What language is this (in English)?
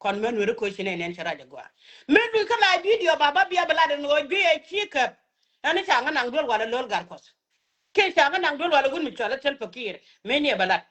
Nuer